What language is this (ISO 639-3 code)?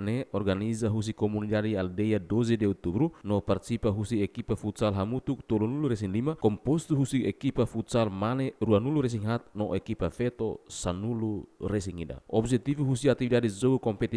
tet